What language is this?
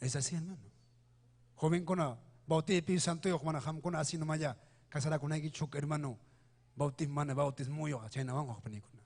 Ayacucho Quechua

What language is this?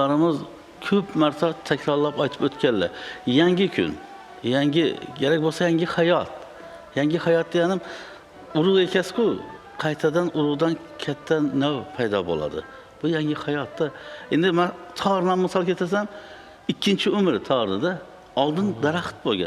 Uzbek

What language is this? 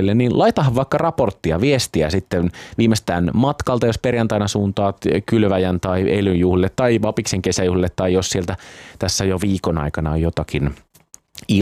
Finnish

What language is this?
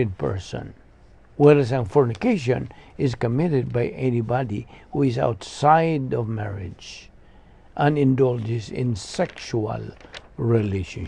Cebuano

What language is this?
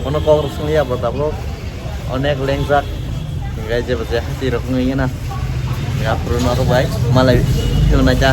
Kok Borok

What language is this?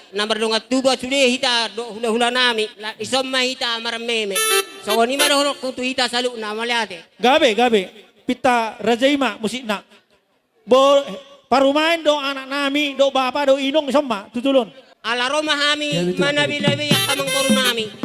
Batak Toba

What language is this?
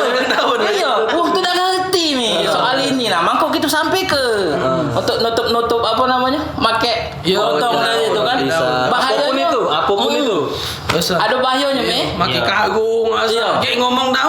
Musi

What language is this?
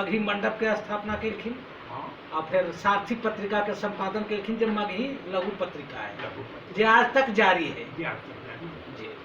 Magahi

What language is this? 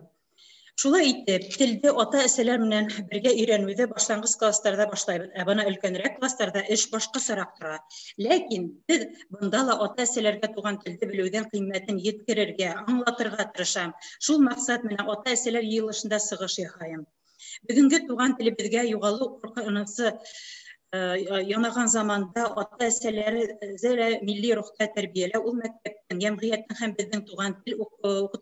Bashkir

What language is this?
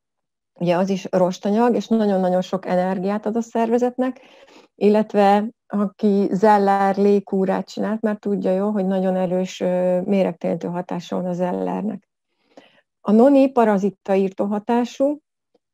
Hungarian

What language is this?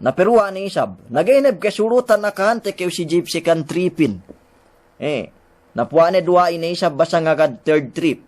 Yakan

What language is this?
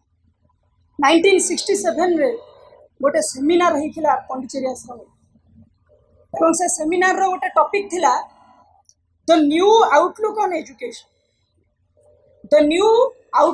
Odia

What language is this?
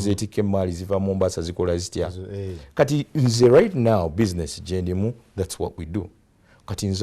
Ganda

